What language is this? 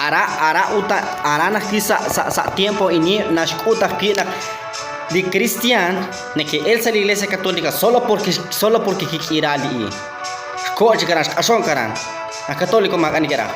Kekchí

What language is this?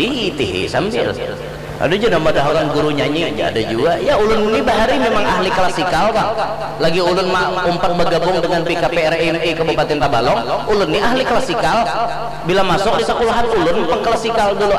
Banjar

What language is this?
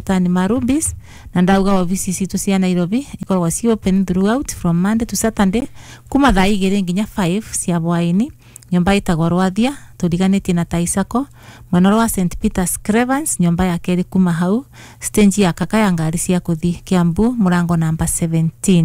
Kikuyu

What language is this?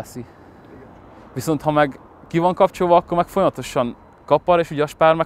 Hungarian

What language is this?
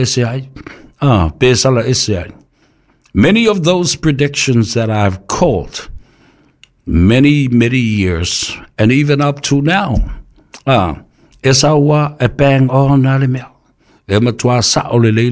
Samoan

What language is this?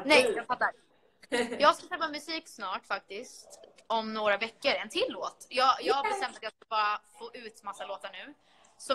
Swedish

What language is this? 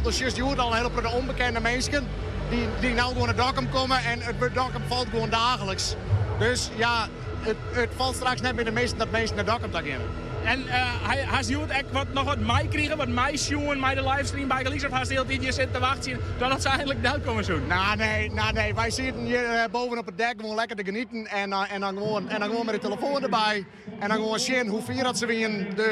Western Frisian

